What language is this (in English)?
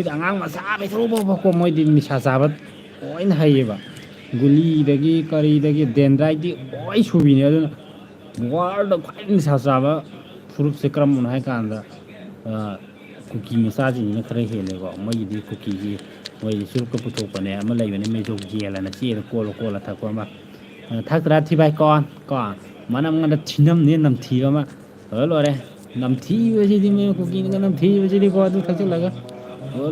Manipuri